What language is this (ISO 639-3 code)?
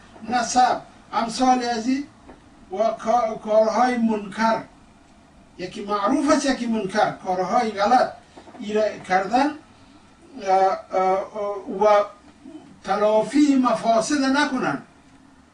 fas